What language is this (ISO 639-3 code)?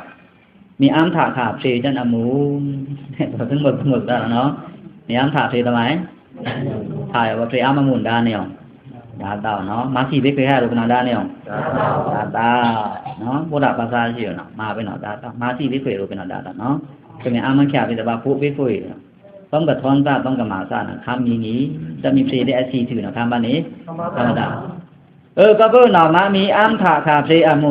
blk